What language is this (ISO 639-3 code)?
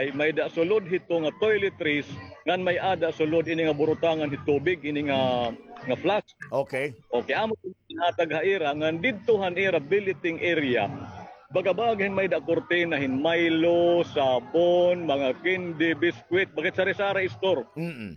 war